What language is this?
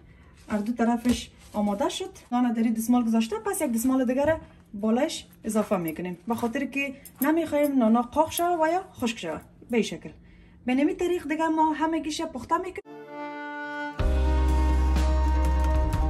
Persian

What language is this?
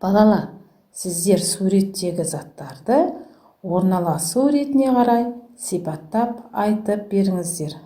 Kazakh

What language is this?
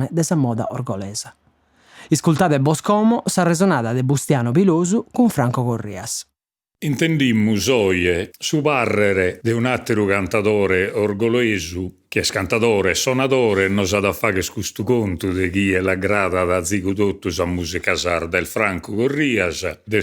Sardinian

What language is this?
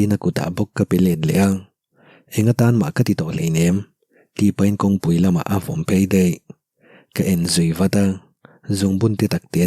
Mizo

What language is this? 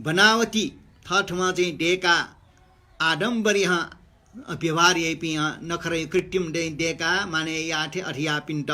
Newari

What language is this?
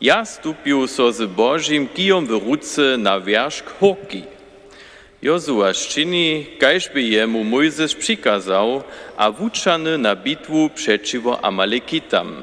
Upper Sorbian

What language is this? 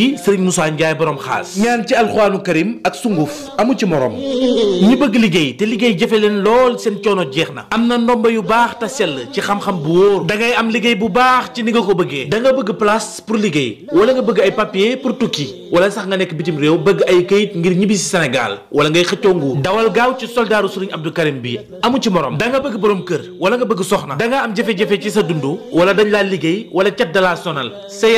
Wolof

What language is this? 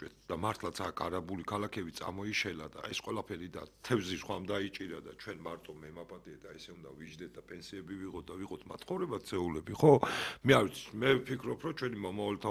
Georgian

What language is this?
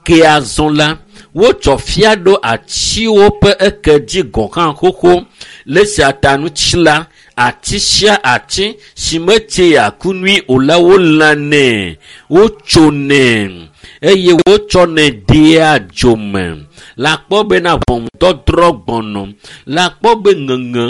Ewe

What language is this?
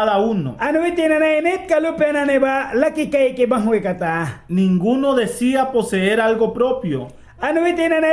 Mískito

